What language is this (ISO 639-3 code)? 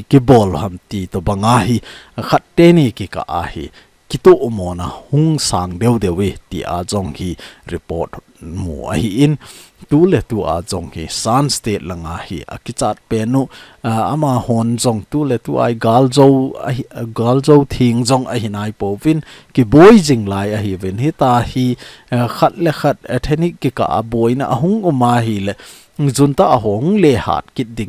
tcz